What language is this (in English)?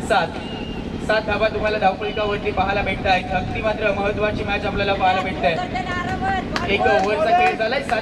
Marathi